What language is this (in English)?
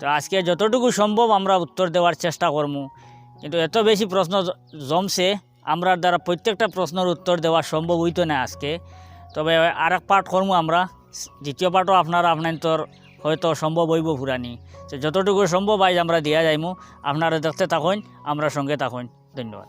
Sylheti